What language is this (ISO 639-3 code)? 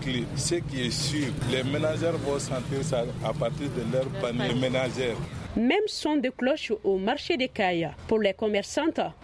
fra